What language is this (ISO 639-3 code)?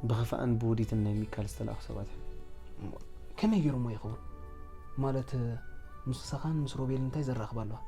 tir